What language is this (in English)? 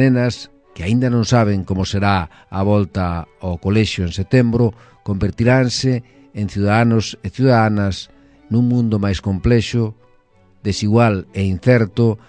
Galician